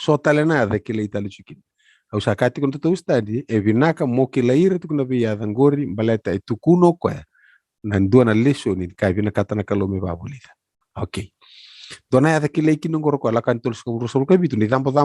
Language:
Fijian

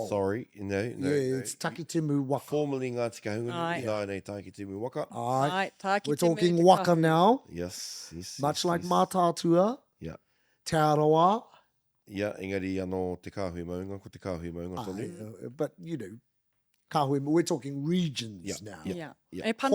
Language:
Māori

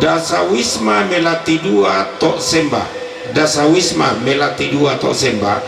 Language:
Toraja-Sa'dan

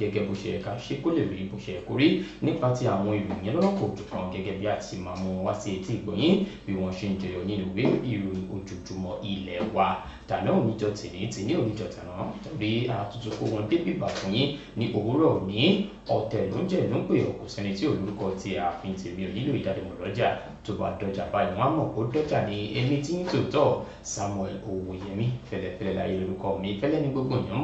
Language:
Yoruba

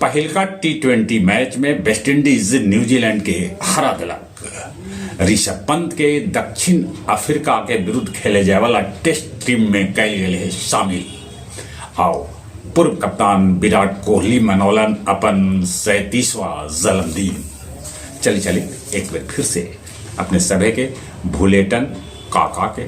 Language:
Magahi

